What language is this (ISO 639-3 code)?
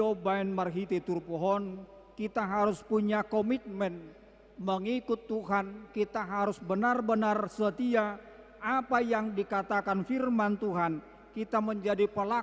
bbc